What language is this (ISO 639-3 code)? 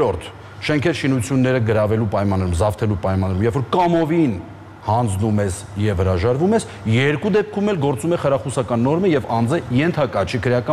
hye